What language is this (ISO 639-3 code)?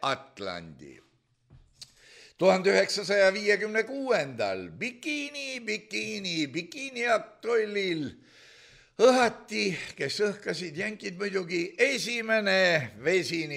est